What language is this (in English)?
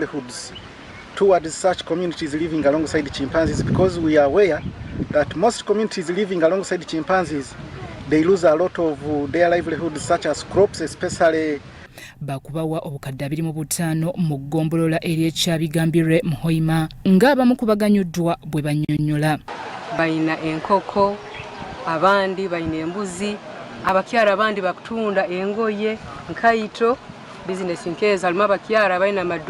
Ganda